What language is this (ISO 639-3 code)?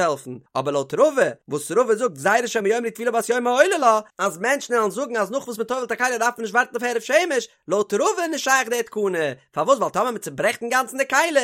yid